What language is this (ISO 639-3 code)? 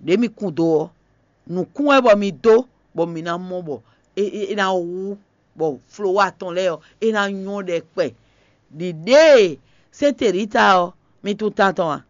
fon